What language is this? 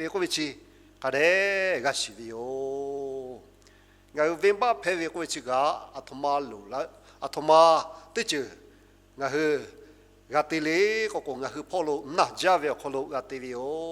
Lahu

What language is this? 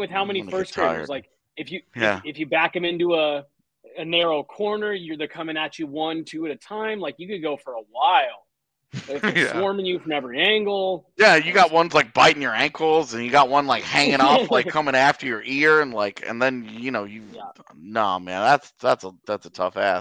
English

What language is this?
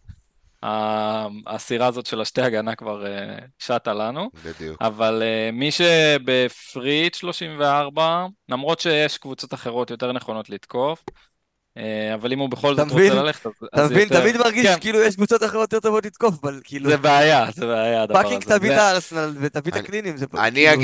Hebrew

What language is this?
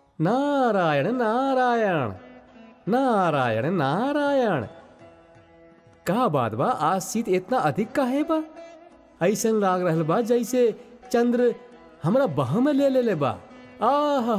Bhojpuri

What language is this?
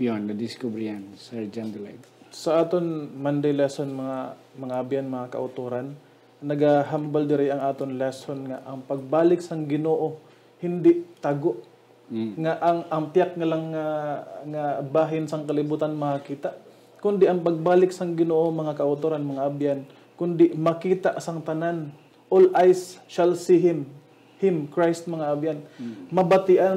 Hiligaynon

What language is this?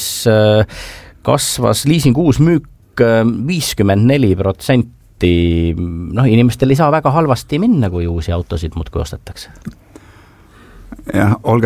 Estonian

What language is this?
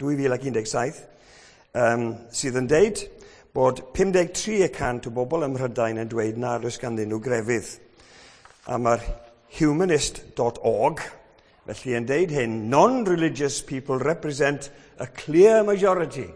Welsh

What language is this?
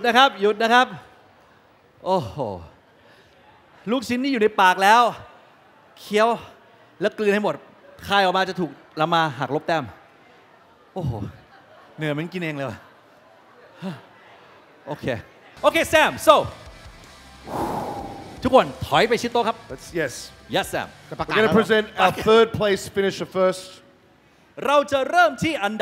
Thai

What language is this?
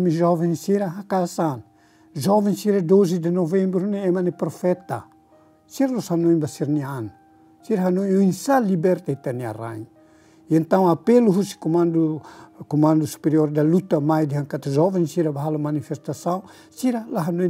Tetum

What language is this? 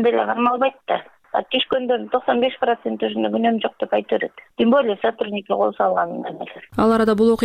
Kyrgyz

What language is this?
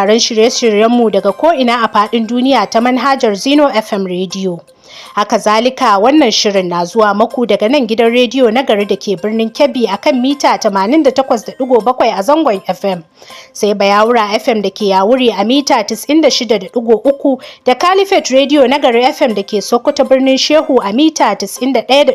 Hausa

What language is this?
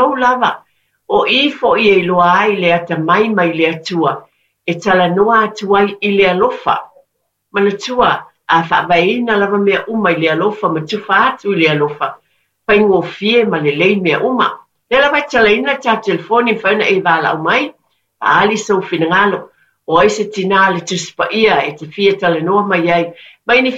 Samoan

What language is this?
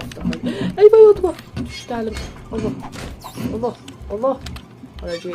South Azerbaijani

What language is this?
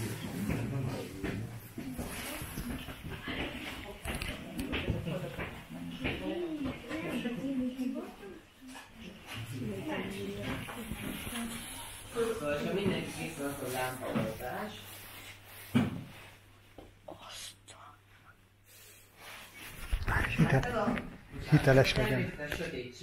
Hungarian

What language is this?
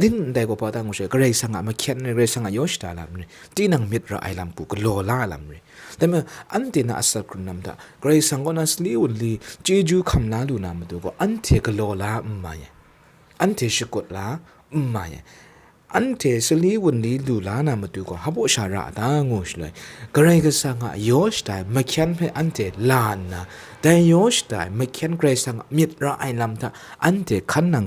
Kachin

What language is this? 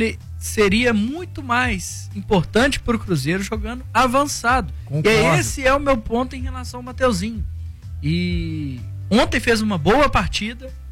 Portuguese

